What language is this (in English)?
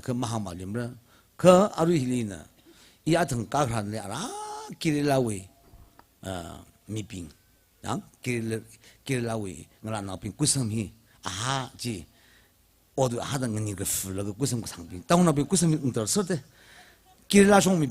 Tangkhul Naga (India)